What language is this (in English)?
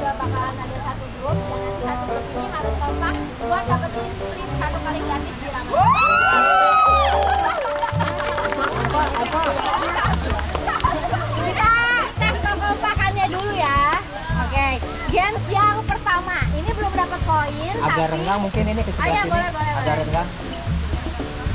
Indonesian